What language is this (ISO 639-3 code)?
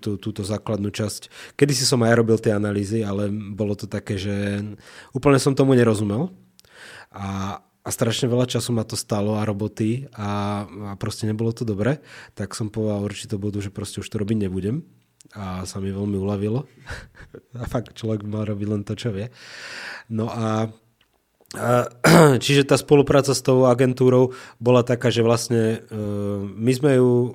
slk